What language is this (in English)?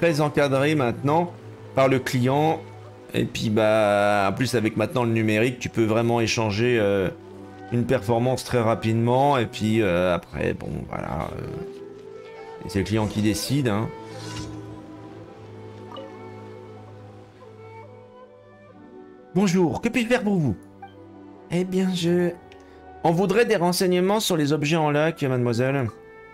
French